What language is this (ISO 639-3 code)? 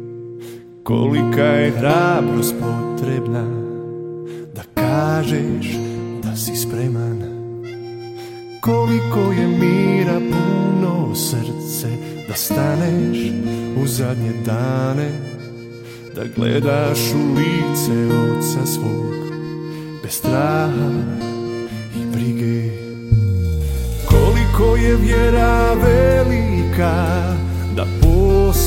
hrv